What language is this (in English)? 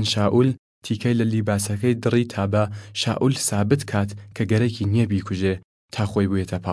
Southern Kurdish